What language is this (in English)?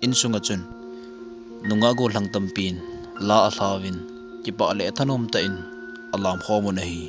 Thado Chin